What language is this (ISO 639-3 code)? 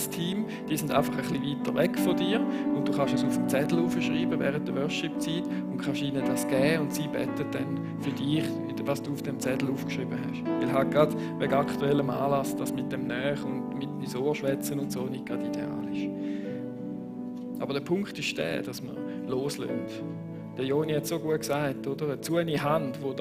gsw